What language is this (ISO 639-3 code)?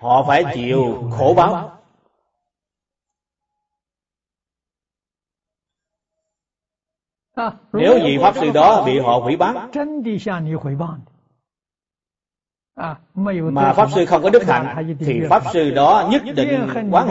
vie